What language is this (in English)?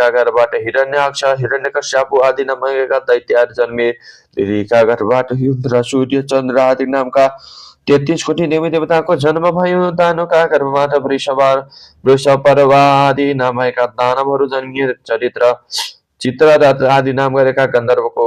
Nepali